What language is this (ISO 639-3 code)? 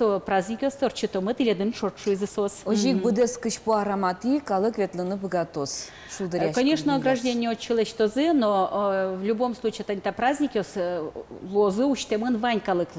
udm